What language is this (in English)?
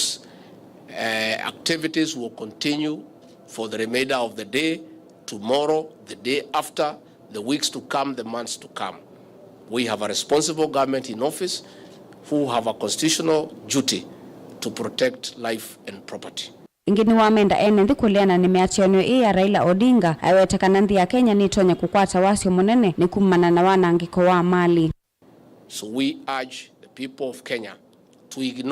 Kamba